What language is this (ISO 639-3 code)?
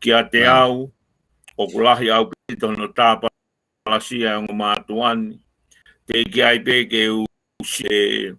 ton